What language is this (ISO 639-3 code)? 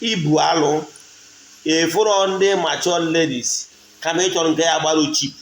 ibo